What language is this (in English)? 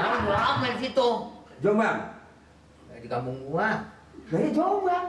Betawi